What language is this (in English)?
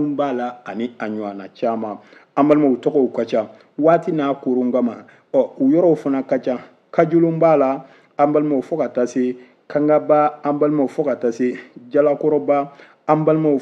Bambara